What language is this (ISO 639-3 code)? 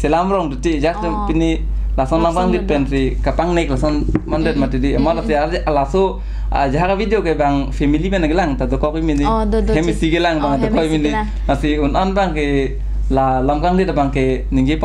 mjw